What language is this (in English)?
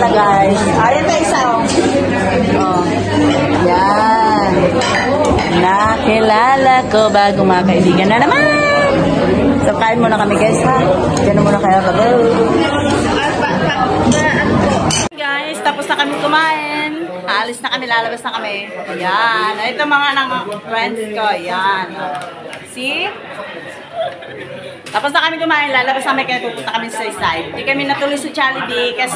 Filipino